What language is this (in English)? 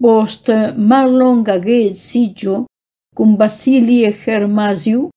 Esperanto